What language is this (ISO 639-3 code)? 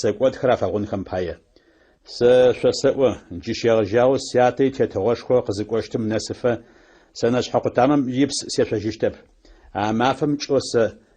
ady